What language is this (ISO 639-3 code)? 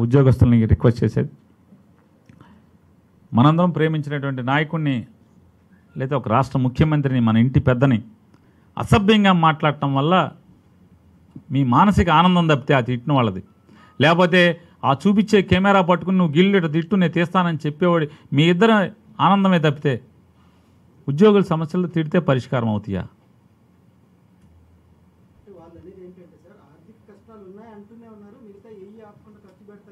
tel